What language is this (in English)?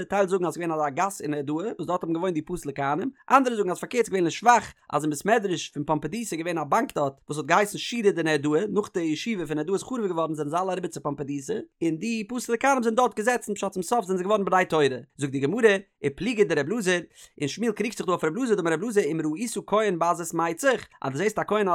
Yiddish